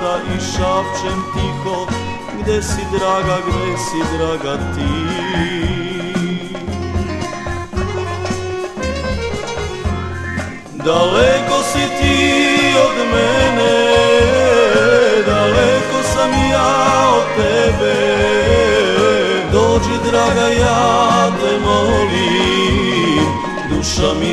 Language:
Serbian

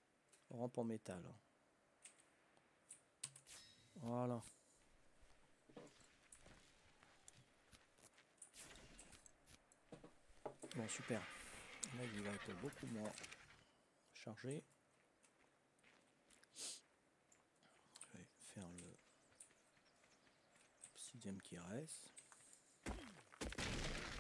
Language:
French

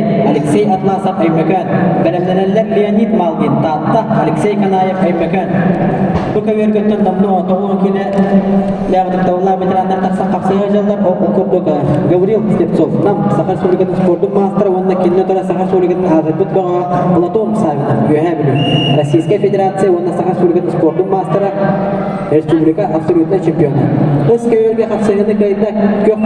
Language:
Yakut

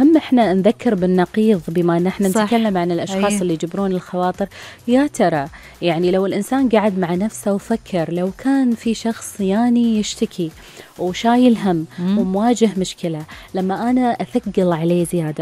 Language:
Gulf Arabic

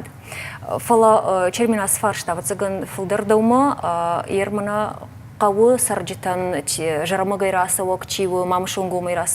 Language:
Ossetic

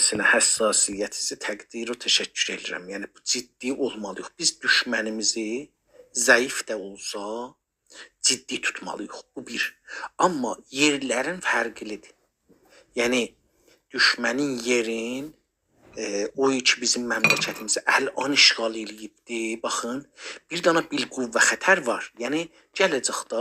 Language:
South Azerbaijani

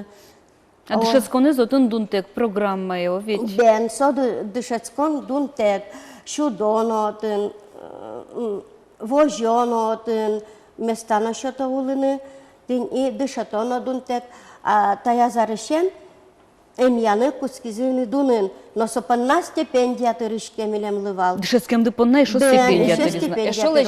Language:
Udmurt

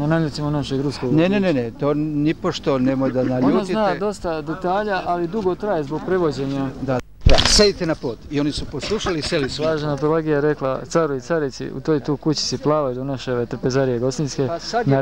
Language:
Serbian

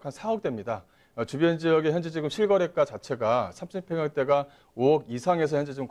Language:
Korean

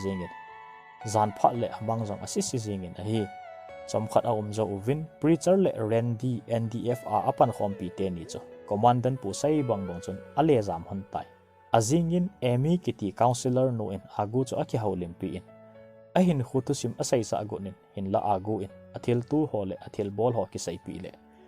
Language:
Thado Chin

